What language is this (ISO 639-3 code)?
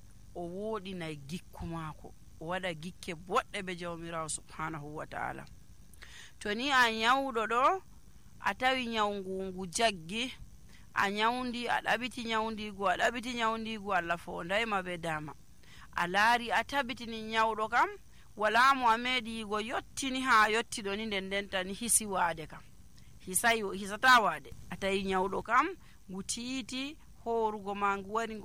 fuv